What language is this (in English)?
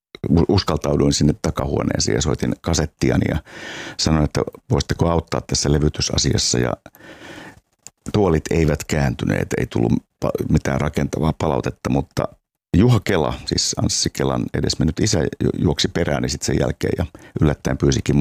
Finnish